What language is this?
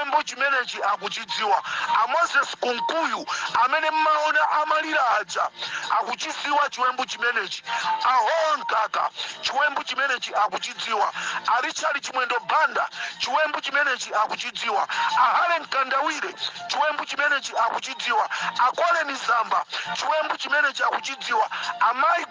Nyanja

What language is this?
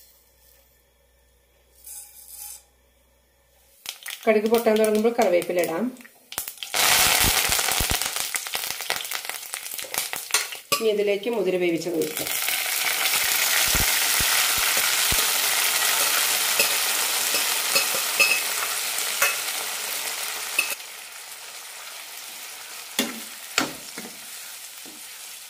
Malayalam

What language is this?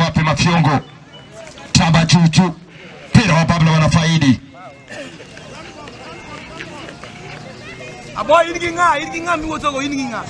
Swahili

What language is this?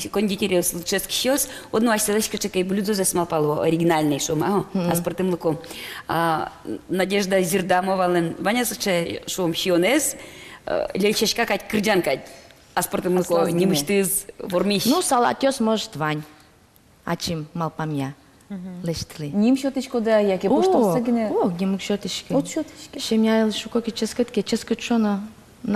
Udmurt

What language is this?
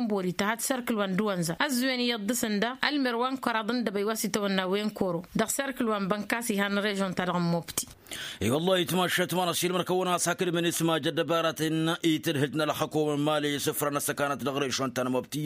Tamasheq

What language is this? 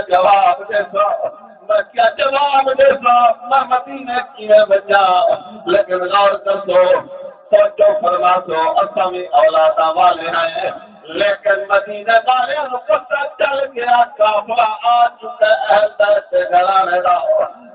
Saraiki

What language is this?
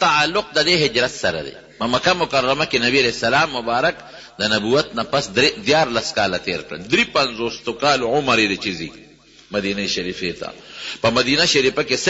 Pashto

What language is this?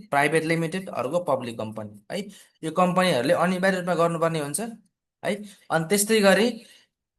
Nepali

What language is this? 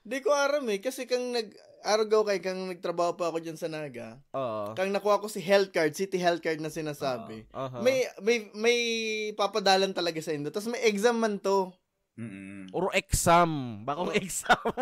Bikol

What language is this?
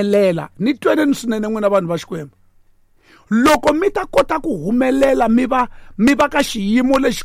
Tsonga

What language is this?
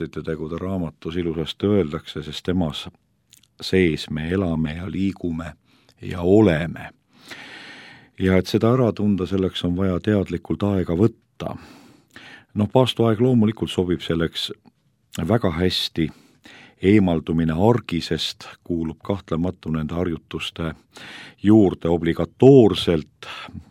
Estonian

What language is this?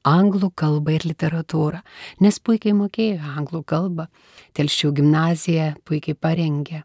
Lithuanian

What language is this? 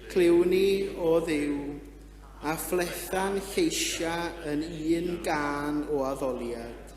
Welsh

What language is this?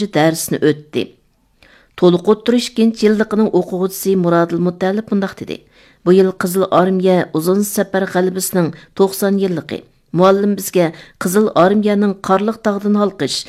Uyghur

